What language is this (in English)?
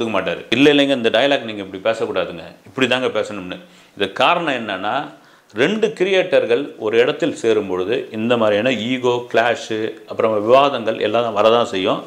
Tamil